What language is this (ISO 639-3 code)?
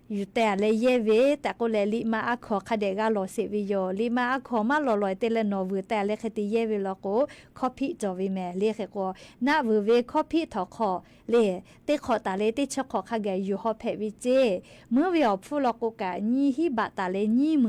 lhu